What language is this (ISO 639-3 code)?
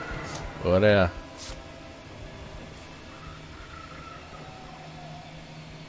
ell